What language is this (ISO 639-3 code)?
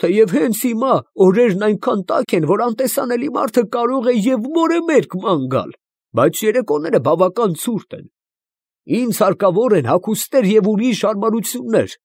hye